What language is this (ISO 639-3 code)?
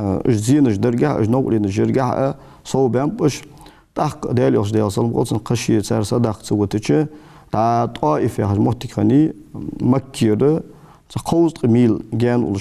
inh